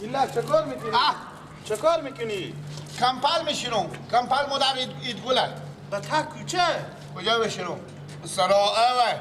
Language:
Persian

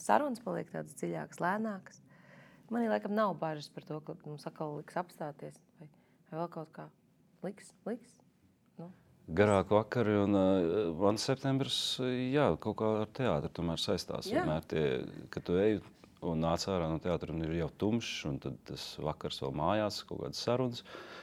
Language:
Latvian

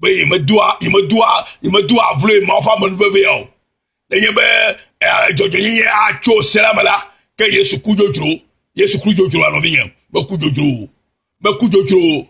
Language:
Ewe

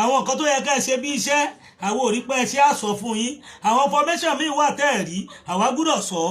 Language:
Yoruba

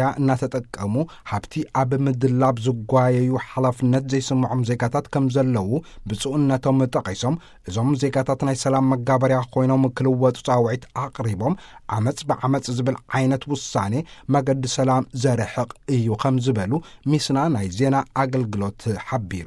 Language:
Tigrinya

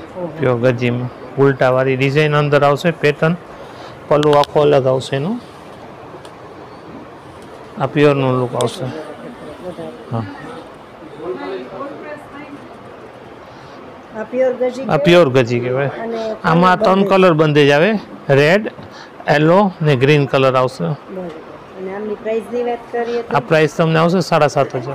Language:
Gujarati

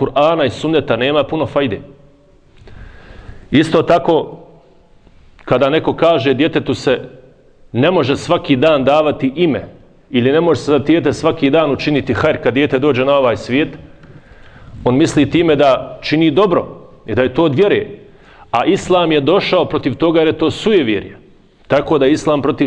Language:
Bosnian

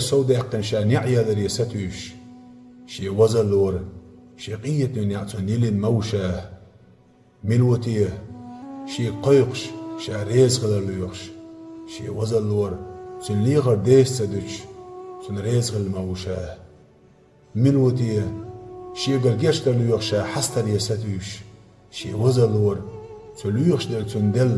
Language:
Chechen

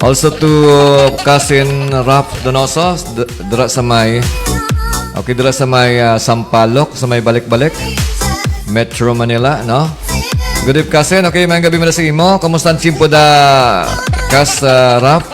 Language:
Hiligaynon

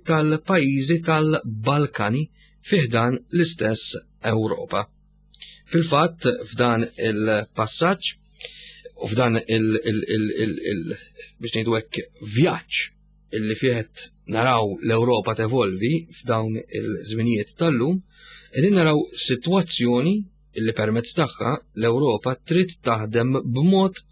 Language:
Maltese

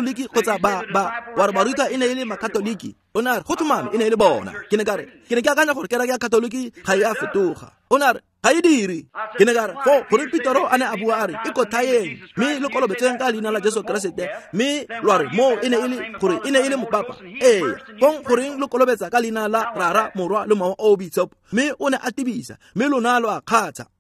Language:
Tswana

